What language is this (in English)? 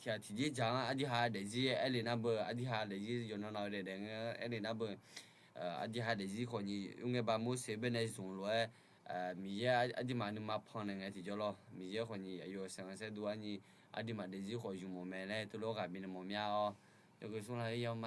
Akha